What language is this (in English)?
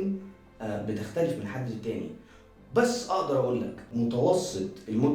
Egyptian Arabic